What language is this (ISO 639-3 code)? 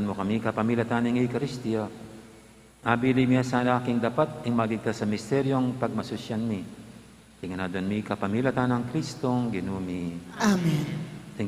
pam